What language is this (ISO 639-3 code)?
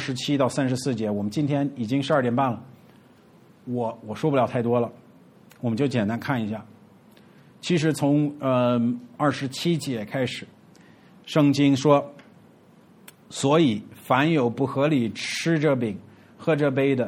zho